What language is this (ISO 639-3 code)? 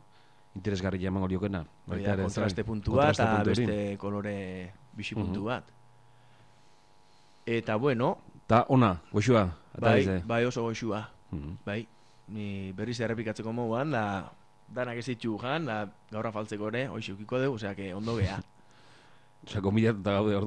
eus